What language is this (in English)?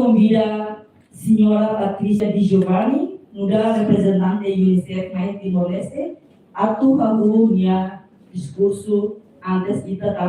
Tetum